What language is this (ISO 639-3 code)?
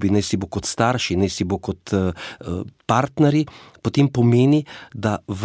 slv